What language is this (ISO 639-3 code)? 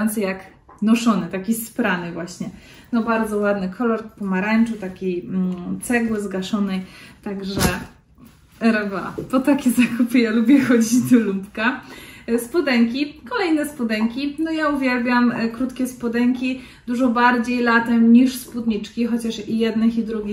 pol